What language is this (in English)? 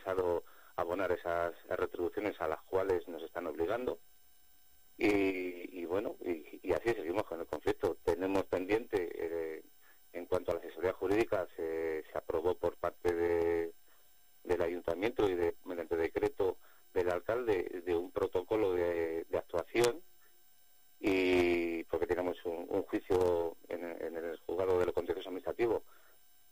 Spanish